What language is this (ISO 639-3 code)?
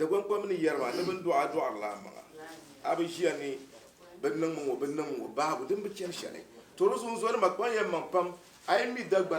dag